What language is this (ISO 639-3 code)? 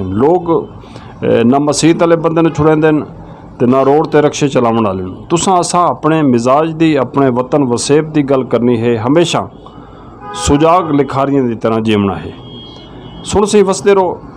skr